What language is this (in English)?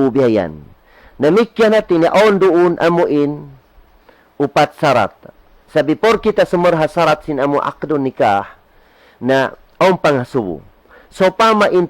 Tausug